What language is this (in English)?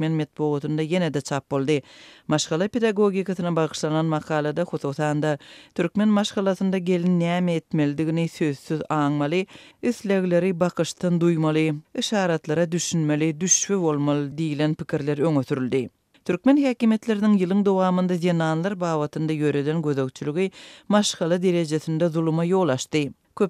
Turkmen